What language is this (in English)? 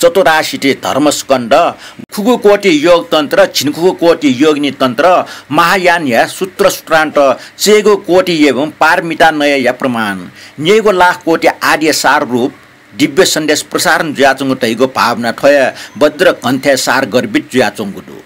Newari